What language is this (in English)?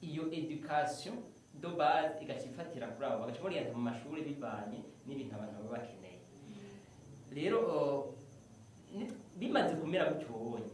Rundi